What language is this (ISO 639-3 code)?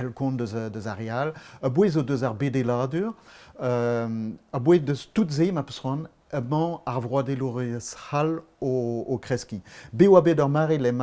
bre